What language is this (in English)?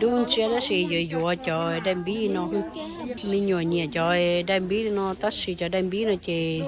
Hmong